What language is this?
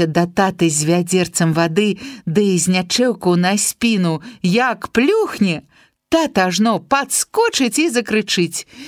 Belarusian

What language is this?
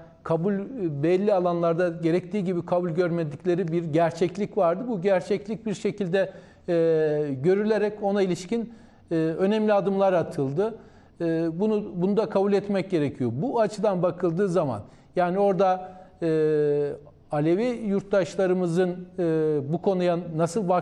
Turkish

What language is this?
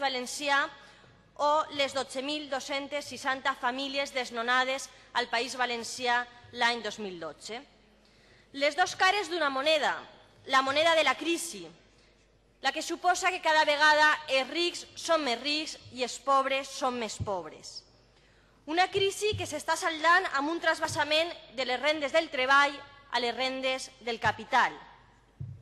Catalan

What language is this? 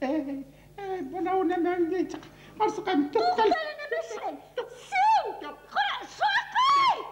Bashkir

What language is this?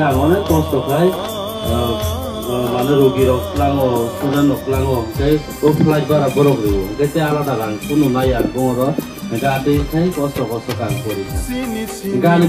Kok Borok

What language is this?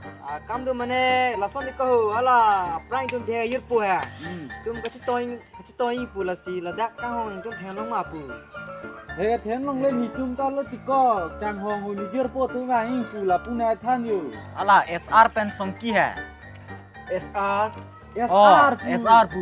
Karbi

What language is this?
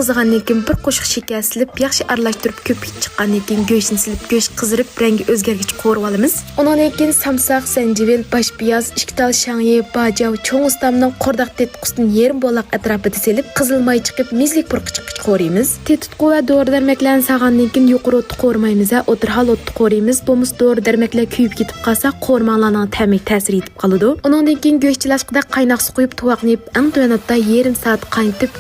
Uyghur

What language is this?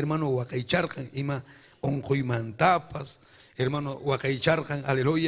Ayacucho Quechua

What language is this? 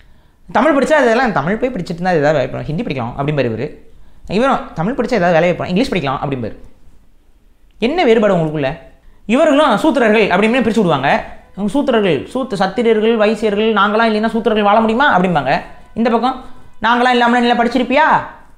Tamil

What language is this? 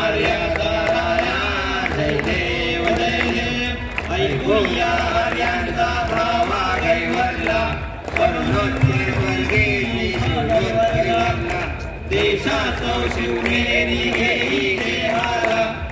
Marathi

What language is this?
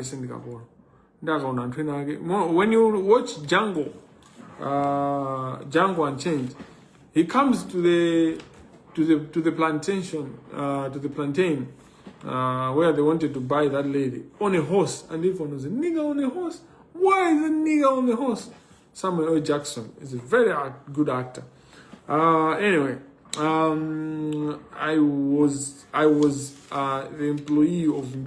Nyanja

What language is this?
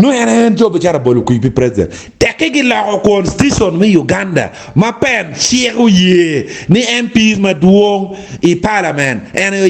Acoli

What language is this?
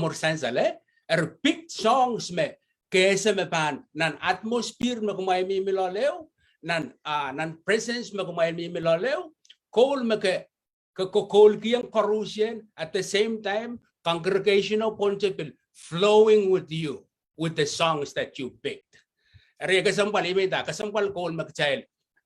Pohnpeian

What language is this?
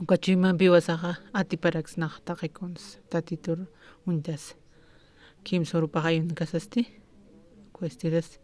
Aymara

